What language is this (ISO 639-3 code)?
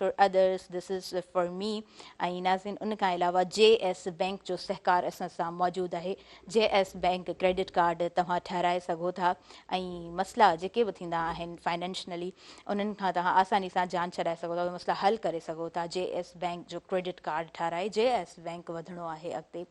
snd